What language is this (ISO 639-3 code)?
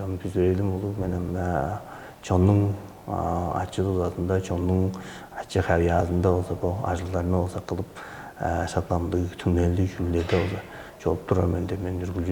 tyv